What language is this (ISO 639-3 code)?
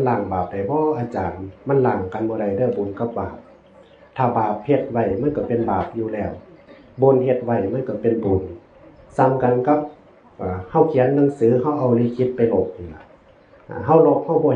tts